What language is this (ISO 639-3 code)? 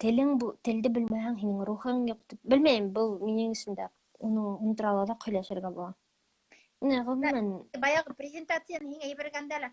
bak